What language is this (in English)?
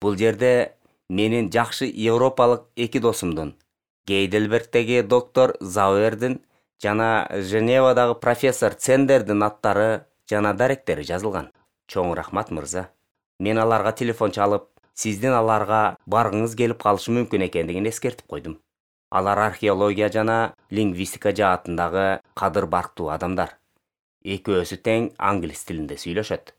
Kyrgyz